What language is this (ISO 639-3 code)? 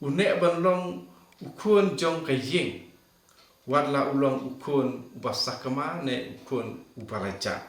kha